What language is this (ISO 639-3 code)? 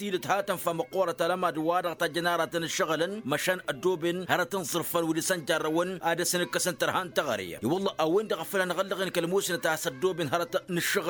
taq